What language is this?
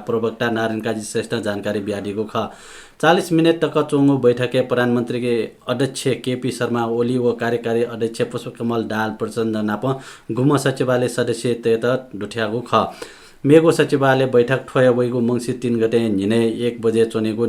Newari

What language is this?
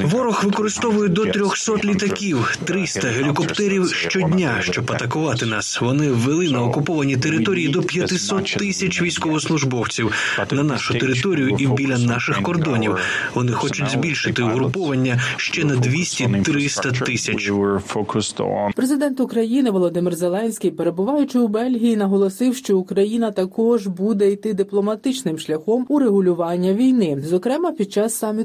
Ukrainian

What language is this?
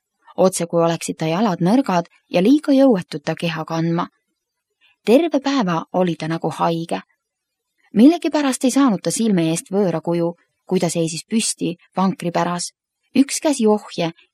Estonian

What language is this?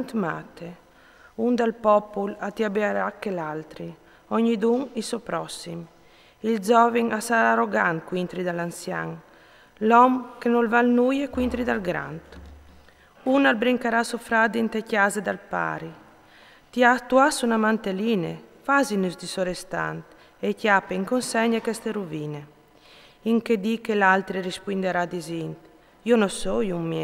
Friulian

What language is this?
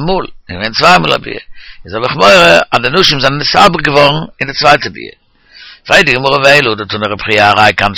Yiddish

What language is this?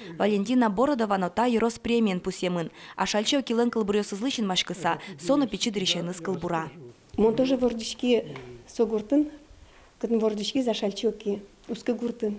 Udmurt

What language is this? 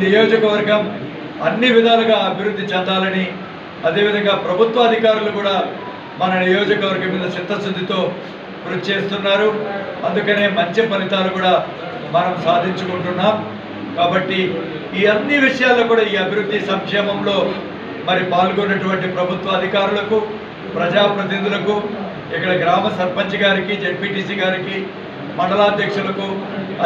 Telugu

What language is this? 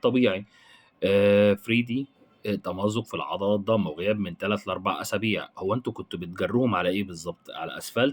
Egyptian Arabic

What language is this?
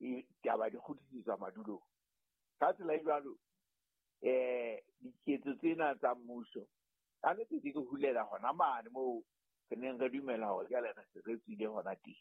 Southern Sotho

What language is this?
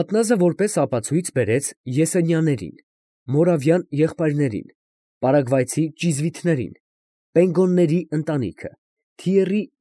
Armenian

